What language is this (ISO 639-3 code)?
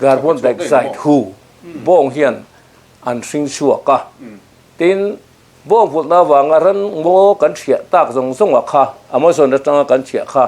lus